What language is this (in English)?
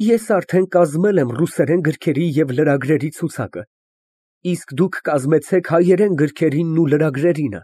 Armenian